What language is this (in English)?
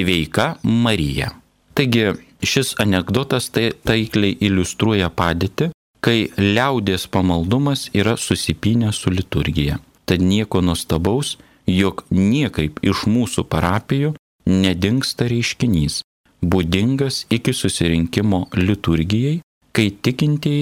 Lithuanian